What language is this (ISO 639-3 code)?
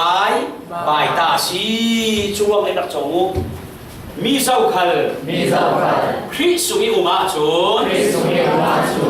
cfm